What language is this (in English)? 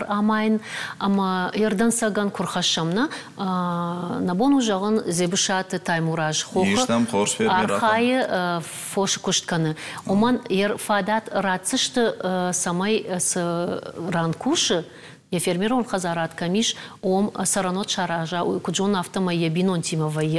Ossetic